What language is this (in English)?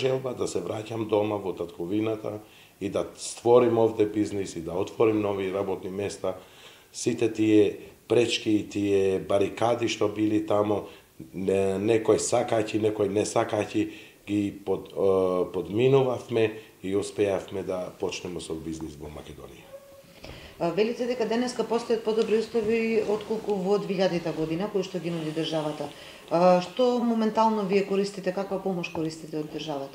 Macedonian